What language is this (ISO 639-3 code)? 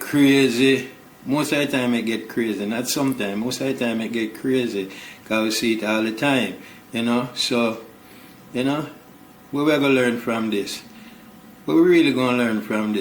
jam